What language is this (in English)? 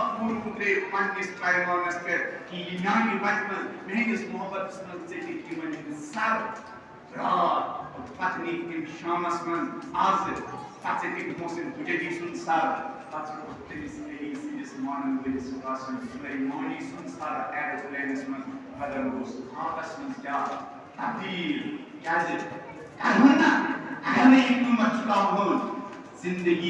Kashmiri